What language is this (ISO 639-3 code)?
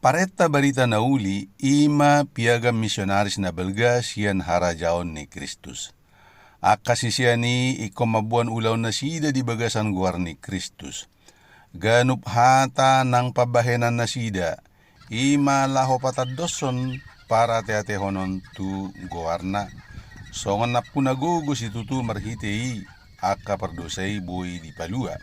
bbc